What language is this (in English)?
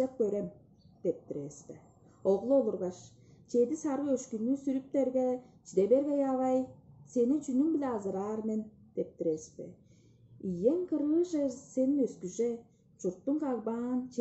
Tuvinian